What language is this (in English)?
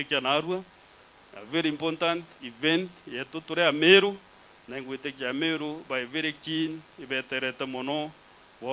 Meru